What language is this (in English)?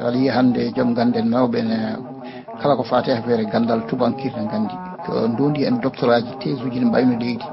Fula